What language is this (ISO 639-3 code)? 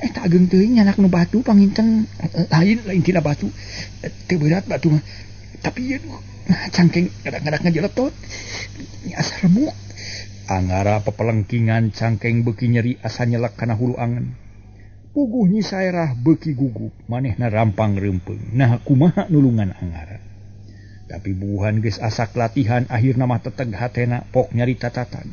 sun